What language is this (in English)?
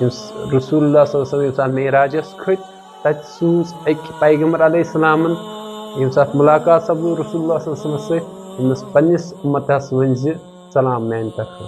Kashmiri